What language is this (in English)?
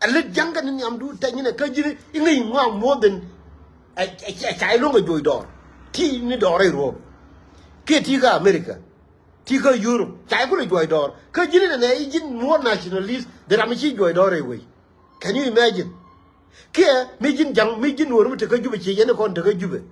Nuer